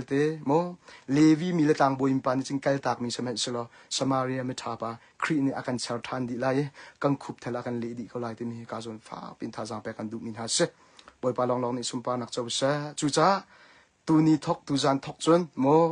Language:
Hakha Chin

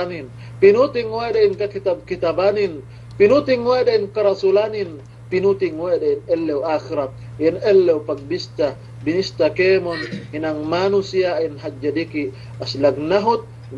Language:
Yakan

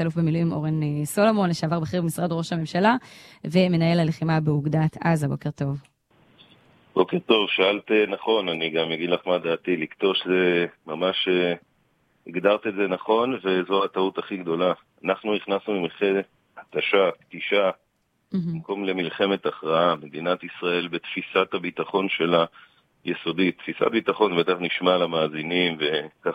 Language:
Hebrew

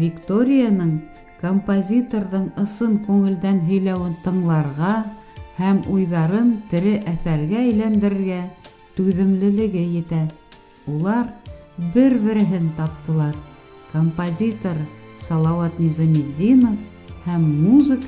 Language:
Bashkir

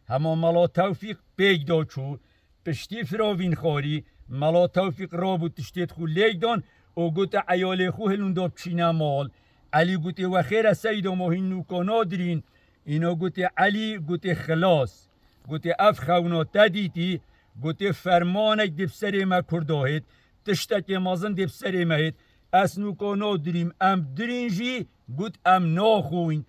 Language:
Kurdish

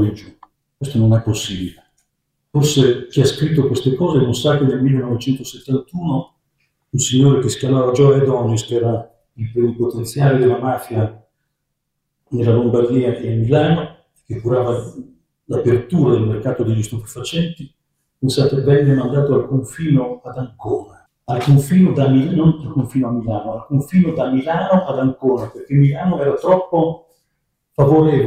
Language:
Italian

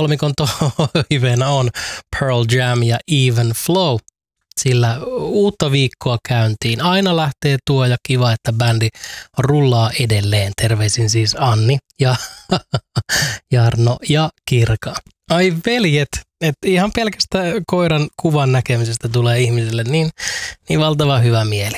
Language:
Finnish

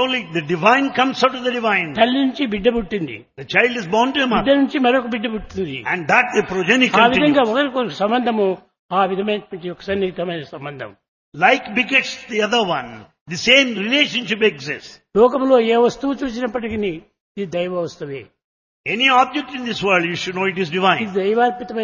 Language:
Telugu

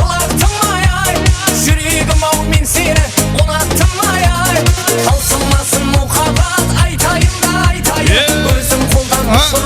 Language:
Kara-Kalpak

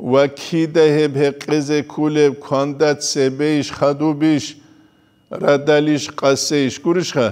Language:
Avaric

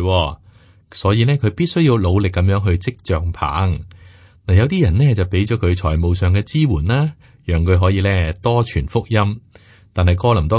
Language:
Cantonese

